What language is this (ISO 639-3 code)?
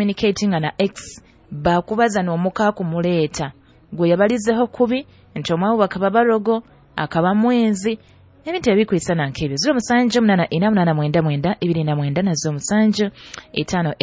nyo